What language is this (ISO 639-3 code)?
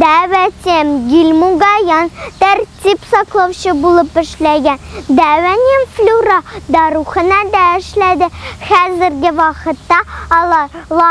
tat